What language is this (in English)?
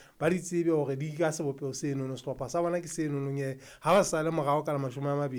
Southern Sotho